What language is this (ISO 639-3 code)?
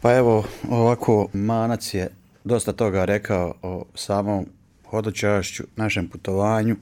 bos